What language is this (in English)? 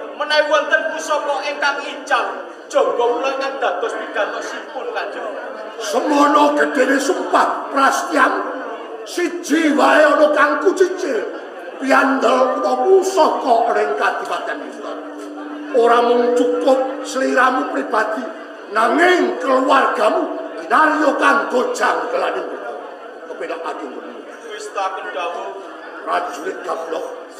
Javanese